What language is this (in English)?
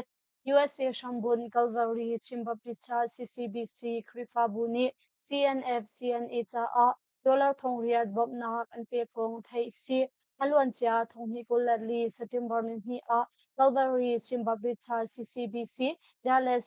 Hakha Chin